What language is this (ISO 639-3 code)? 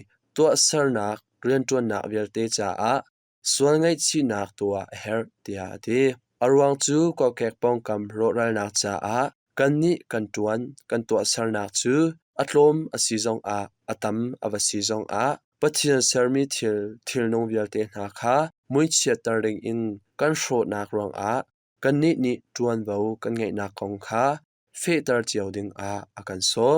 cnh